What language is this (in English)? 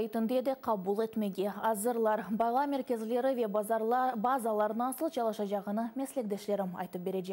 Crimean Tatar